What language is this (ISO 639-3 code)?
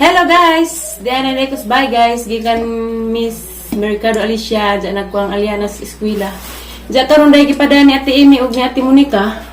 ceb